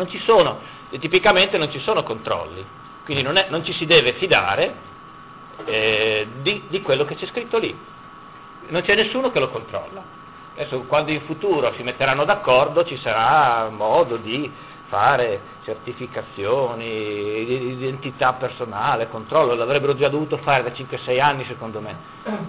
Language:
Italian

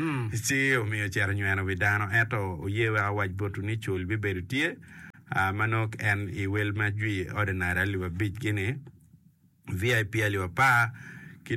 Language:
Acoli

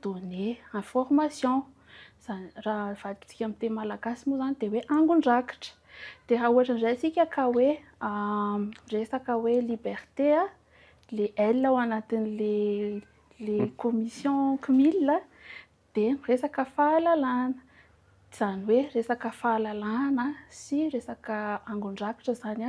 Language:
Malagasy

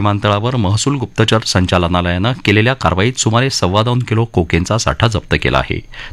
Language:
Marathi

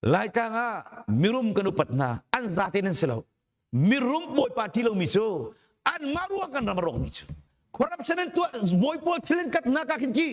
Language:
Hakha Chin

